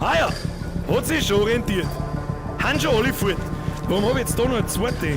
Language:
Bavarian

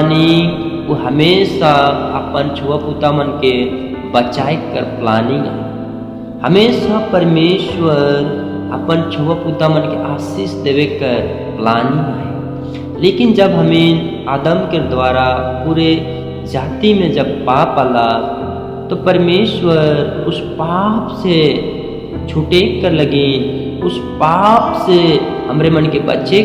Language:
Sadri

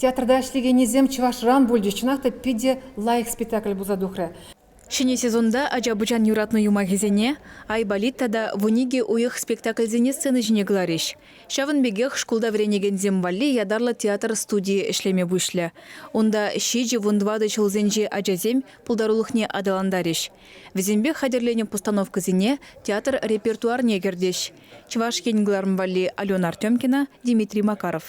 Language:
Chuvash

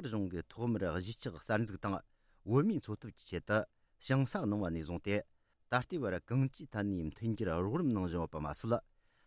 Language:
Tibetan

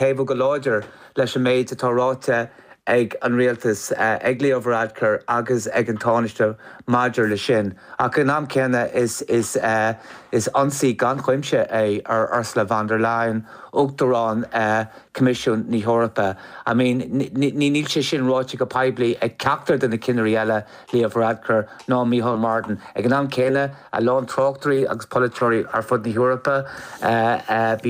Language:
Irish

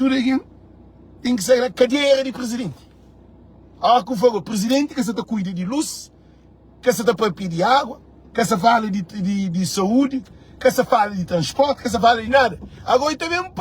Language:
Kabuverdianu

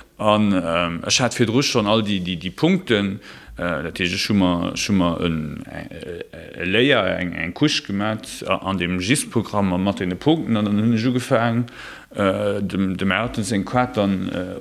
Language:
Luxembourgish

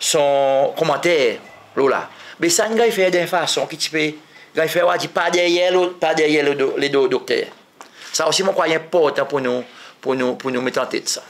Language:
Seselwa Creole French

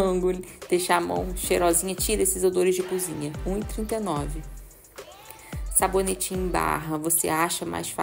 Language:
Portuguese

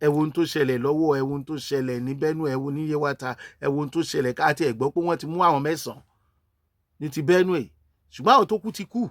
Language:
Yoruba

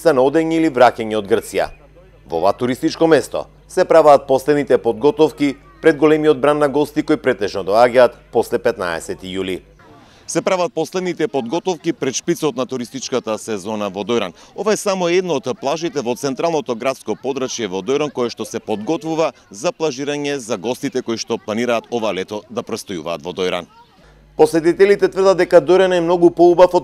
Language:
Macedonian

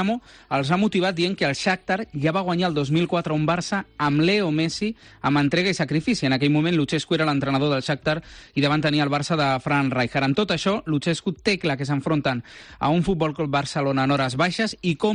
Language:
Catalan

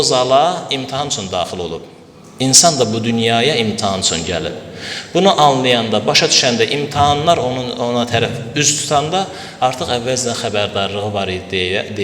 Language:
Azerbaijani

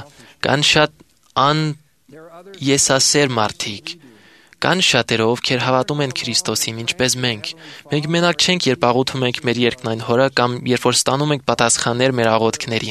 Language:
Armenian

